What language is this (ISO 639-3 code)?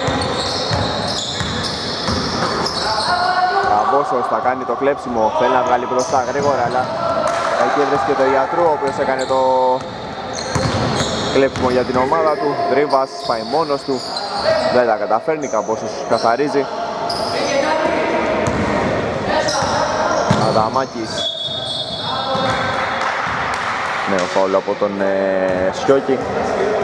ell